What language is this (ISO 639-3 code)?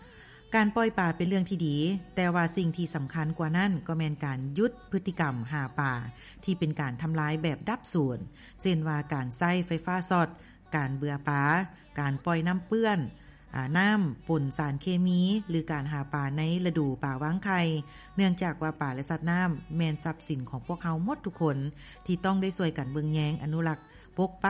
lao